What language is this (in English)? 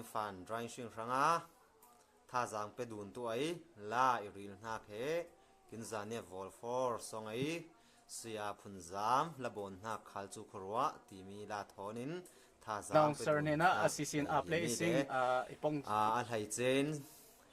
Falam Chin